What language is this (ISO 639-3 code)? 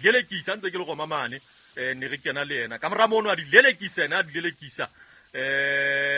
sot